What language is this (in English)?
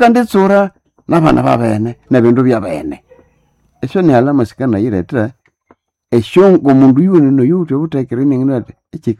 Nande